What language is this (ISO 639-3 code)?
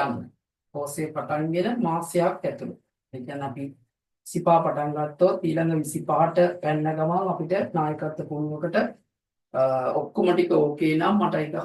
sin